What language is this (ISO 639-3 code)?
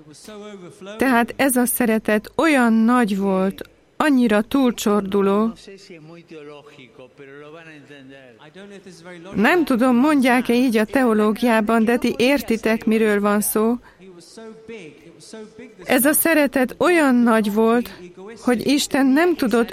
hun